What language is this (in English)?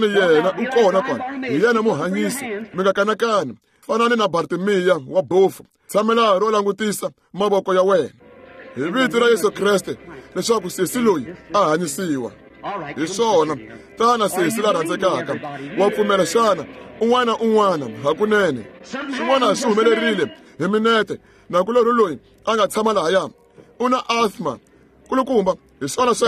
Tsonga